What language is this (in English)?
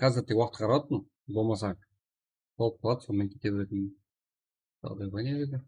Kara-Kalpak